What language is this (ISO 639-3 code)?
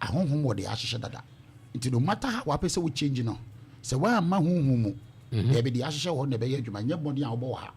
aka